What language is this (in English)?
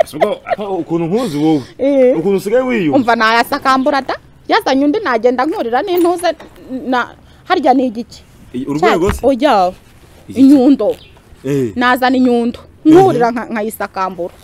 Kinyarwanda